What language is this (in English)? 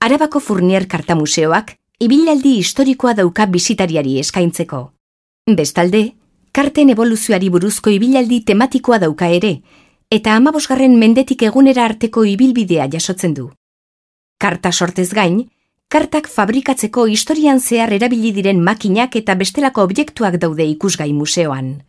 Basque